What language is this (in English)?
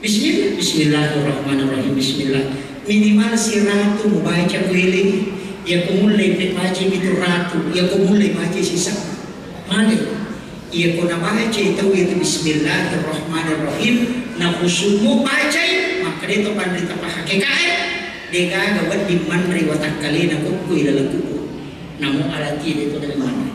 Buginese